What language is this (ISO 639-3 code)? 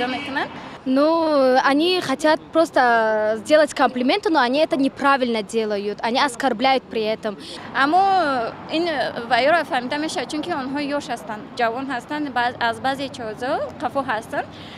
tgk